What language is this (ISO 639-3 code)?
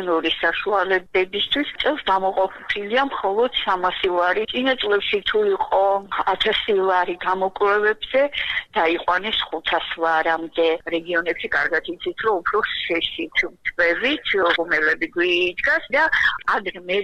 kat